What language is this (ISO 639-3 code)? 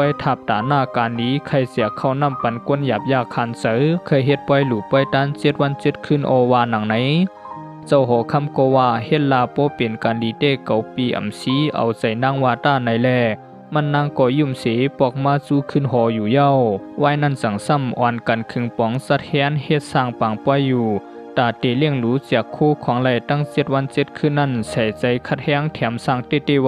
shn